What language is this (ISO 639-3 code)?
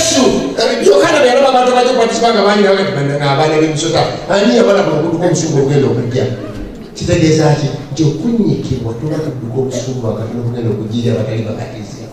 lug